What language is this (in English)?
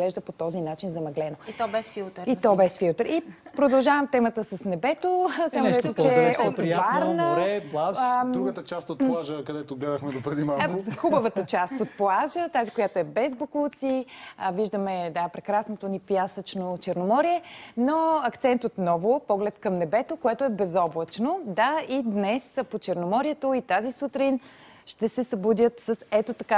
Bulgarian